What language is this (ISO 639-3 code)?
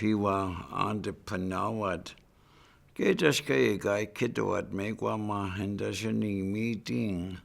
ciw